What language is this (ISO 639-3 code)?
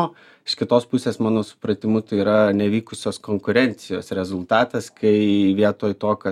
lit